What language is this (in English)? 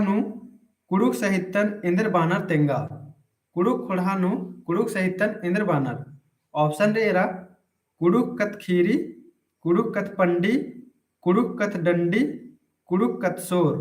Kurukh